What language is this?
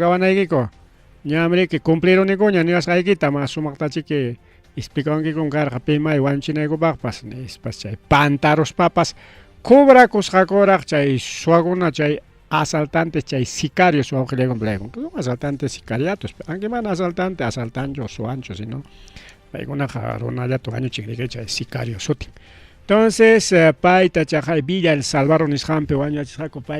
Ayacucho Quechua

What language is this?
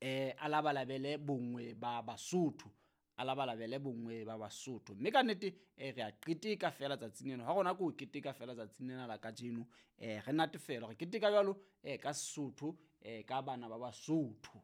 Southern Sotho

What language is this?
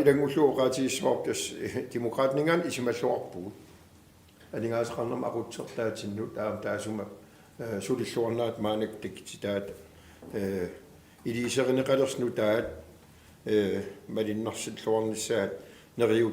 Kalaallisut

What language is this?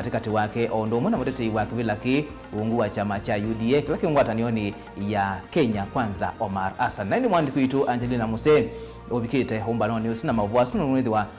Kamba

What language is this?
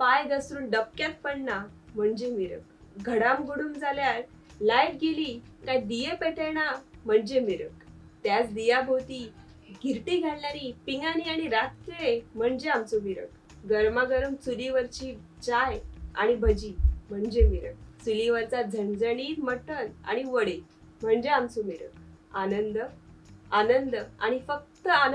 Konkani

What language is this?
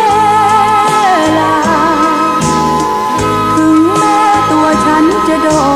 Thai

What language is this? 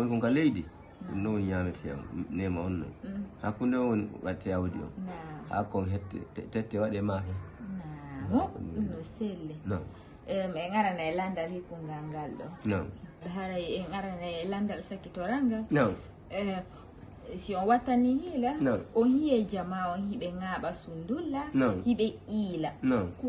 Fula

